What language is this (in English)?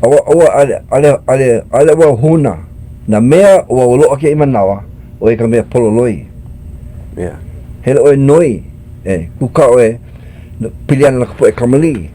Hawaiian